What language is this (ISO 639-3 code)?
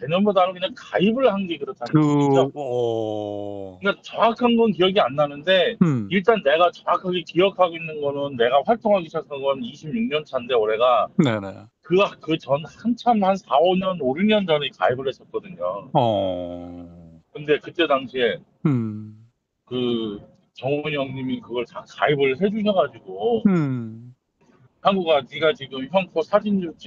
kor